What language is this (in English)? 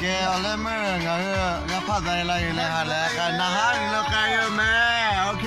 Lahu